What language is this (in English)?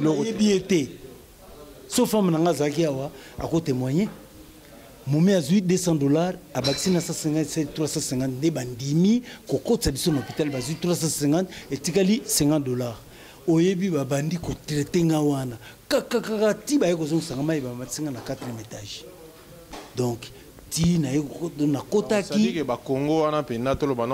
Lingala